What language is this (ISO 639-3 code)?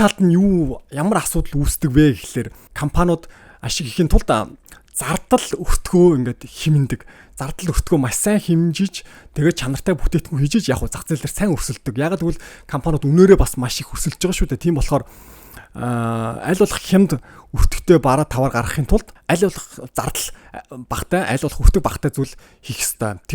mon